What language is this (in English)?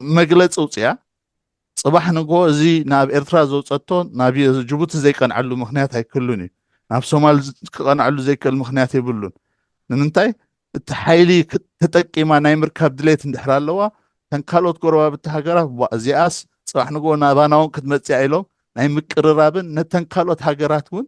Tigrinya